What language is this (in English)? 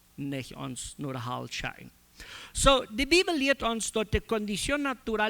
Plautdietsch